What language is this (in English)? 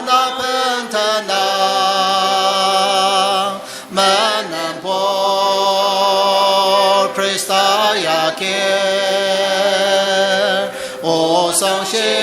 Ao Naga